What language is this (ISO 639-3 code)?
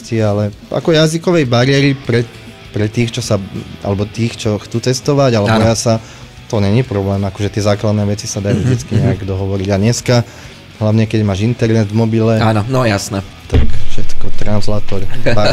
slk